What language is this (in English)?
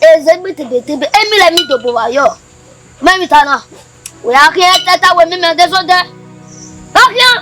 Bini